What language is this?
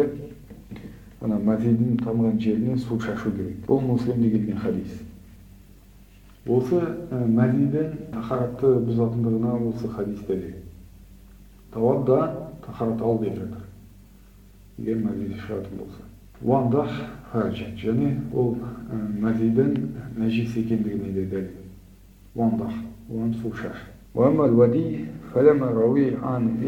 Kazakh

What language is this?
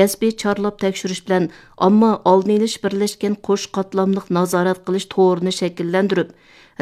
Uyghur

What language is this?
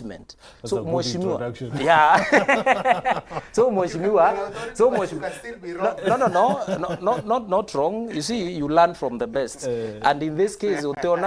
Meru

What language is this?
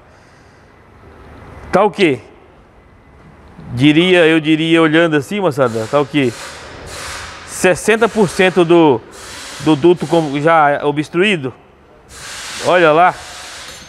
Portuguese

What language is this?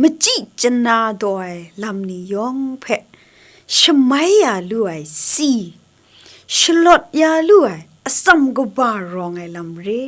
Kachin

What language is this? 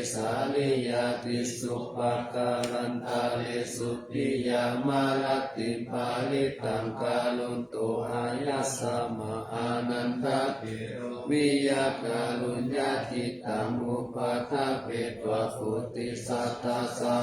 Pali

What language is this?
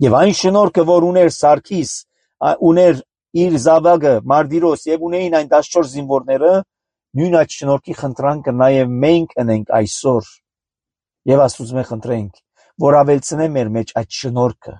Armenian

